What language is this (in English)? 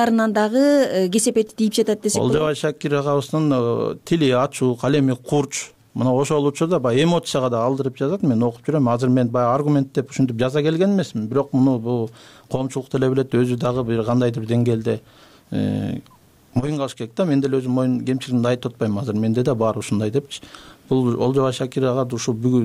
Kyrgyz